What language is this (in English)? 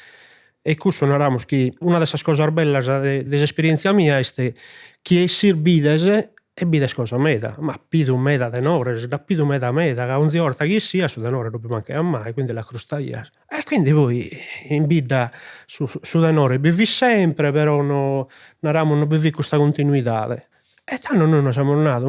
Sardinian